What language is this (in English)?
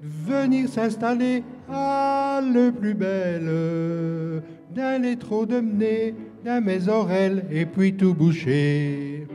Picard